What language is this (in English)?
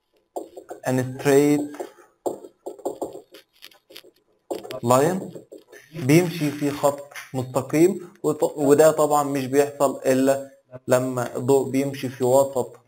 Egyptian Arabic